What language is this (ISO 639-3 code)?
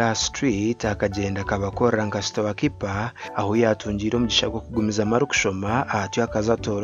nyn